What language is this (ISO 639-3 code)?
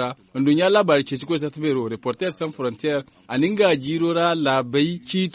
dje